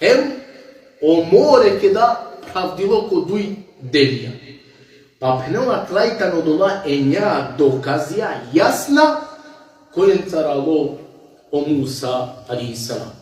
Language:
Balkan Romani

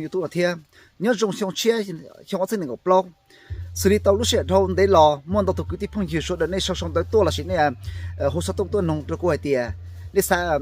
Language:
Hmong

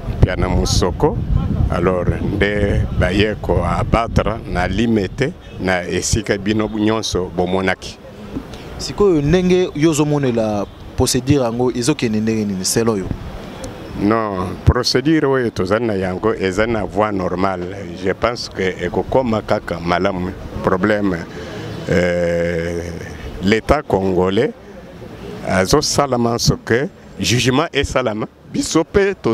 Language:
Lingala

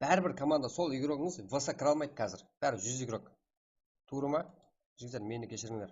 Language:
Kara-Kalpak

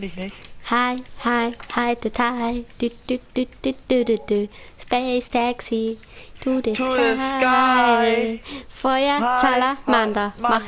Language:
Bavarian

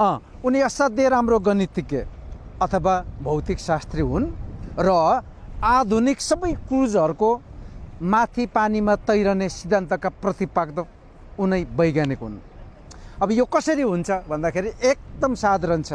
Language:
Nepali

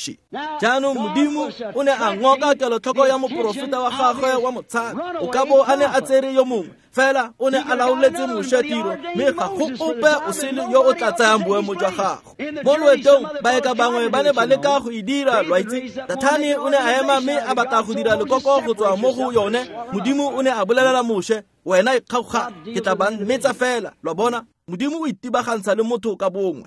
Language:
Tswana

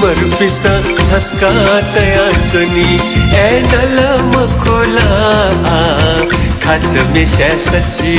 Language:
Newari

